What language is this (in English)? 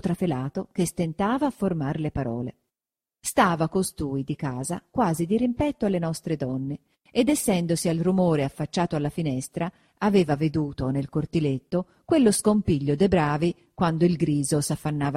Italian